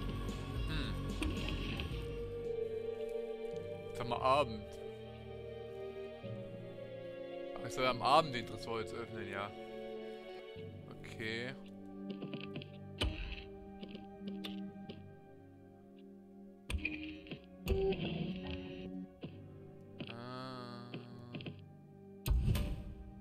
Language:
German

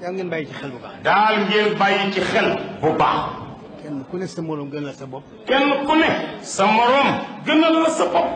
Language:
Wolof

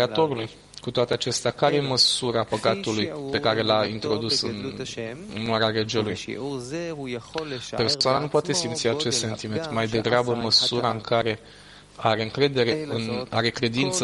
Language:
Romanian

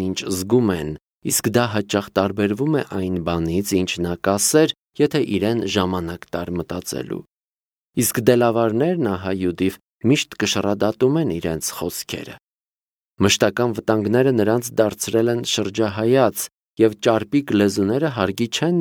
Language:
Armenian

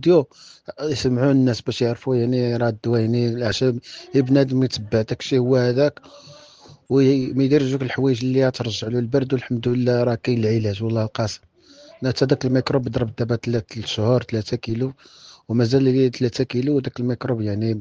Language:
Moroccan Arabic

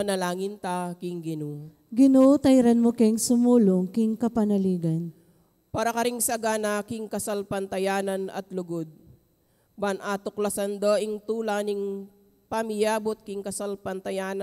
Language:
Pampanga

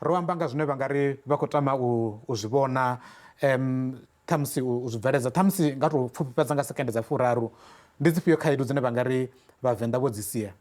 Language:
Venda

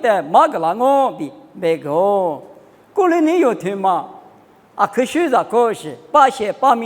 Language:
Lisu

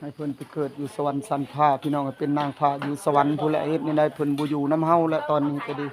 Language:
Northeastern Thai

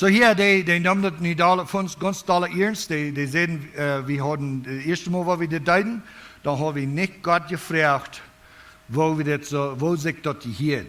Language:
Plautdietsch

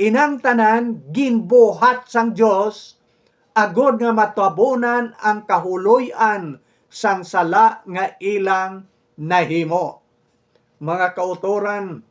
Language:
Hiligaynon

